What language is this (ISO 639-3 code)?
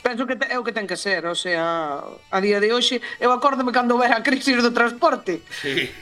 glg